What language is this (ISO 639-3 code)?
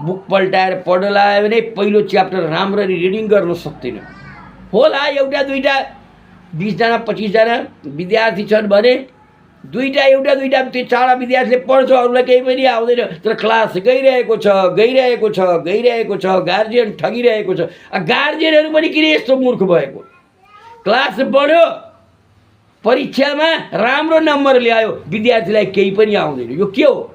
nep